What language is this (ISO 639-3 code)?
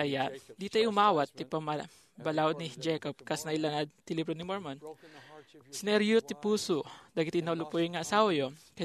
ilo